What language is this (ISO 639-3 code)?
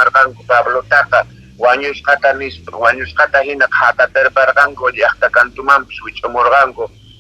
que